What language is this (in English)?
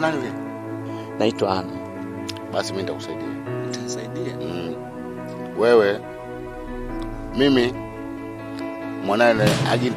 Swahili